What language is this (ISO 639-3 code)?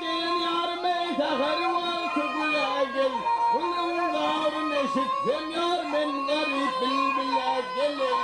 tuk